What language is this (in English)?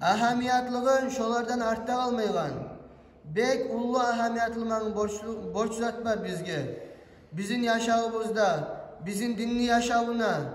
Kumyk